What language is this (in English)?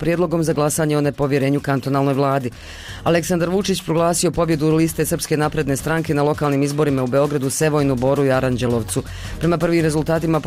Bosnian